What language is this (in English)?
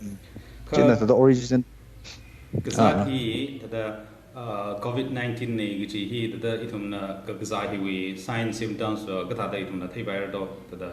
Tangkhul Naga (India)